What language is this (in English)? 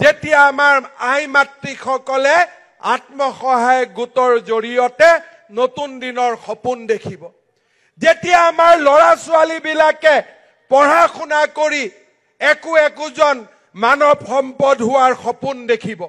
Assamese